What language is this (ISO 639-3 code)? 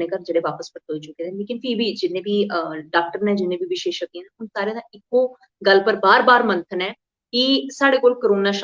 doi